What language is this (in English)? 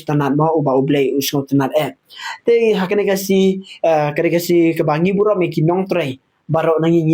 Khasi